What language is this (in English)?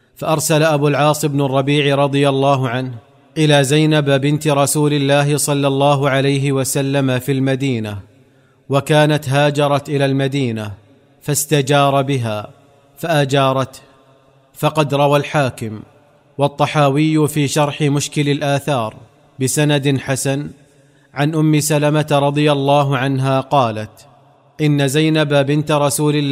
Arabic